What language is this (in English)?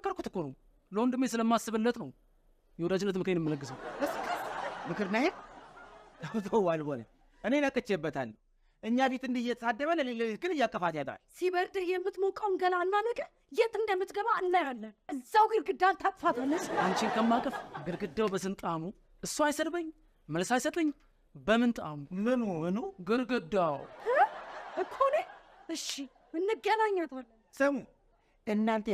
Amharic